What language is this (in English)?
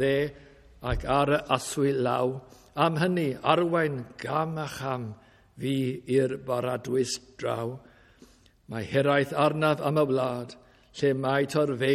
Welsh